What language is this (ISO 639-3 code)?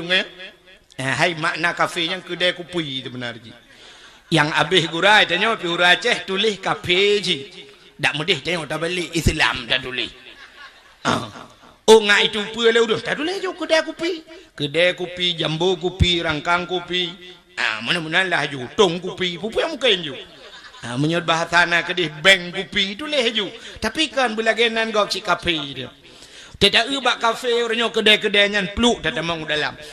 ace